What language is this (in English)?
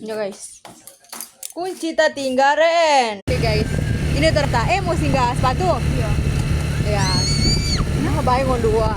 Manado Malay